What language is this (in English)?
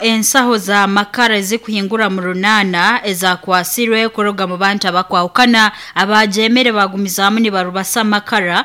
Nyoro